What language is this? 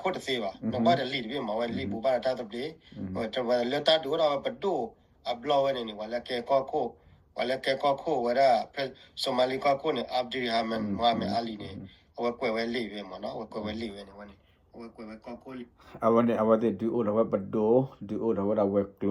S'gaw Karen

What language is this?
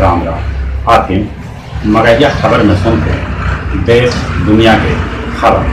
Magahi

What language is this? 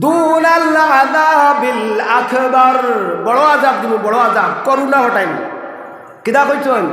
Sylheti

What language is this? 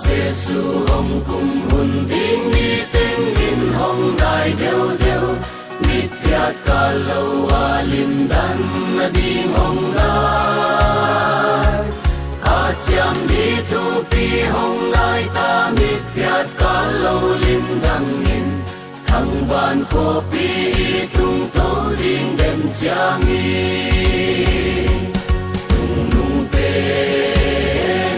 Paite Chin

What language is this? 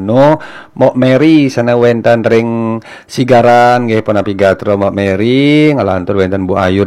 Balinese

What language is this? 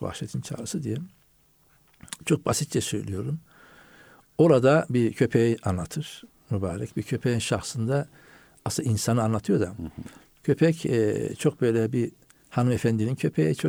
Turkish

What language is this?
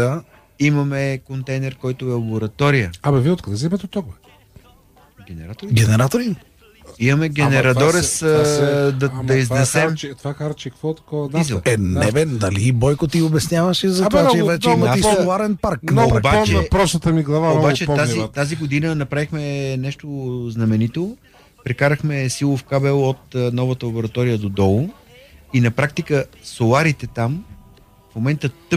Bulgarian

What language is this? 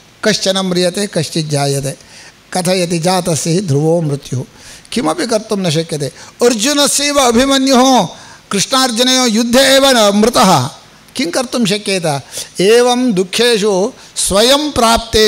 Sanskrit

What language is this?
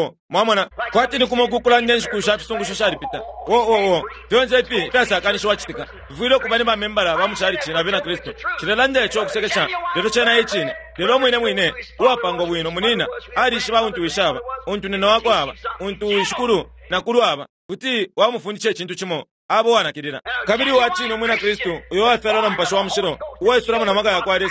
Bemba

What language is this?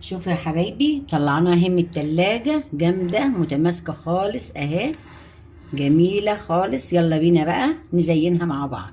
Egyptian Arabic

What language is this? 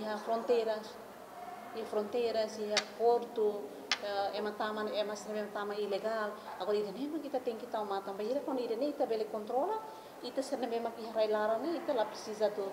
Tetum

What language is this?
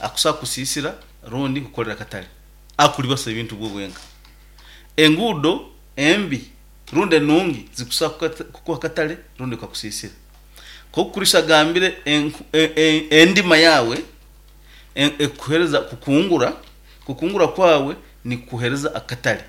Nyoro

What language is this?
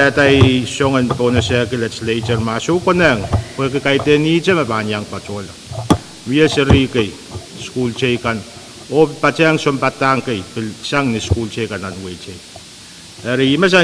Pohnpeian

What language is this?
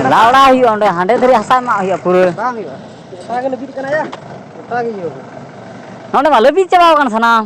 Santali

